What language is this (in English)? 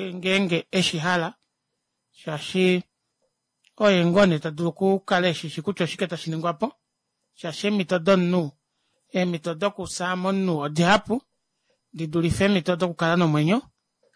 Kuanyama